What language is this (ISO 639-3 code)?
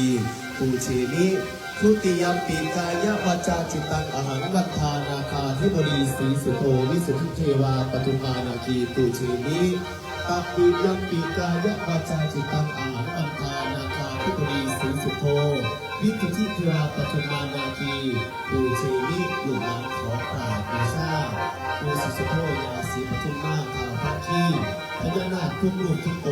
tts